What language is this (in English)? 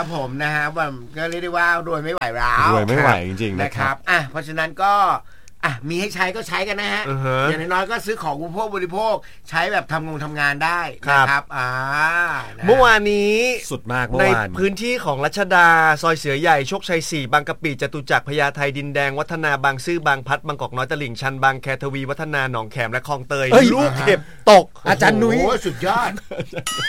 Thai